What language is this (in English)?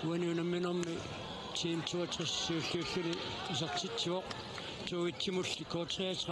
Kalaallisut